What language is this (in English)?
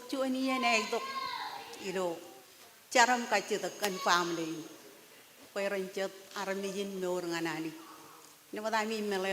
Marshallese